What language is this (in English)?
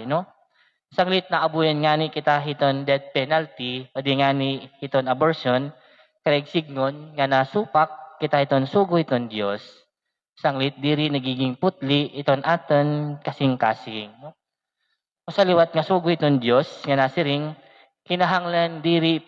Waray